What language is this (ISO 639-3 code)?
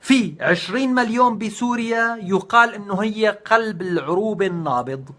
apc